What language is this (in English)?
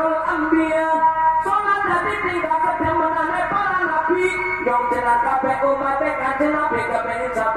Javanese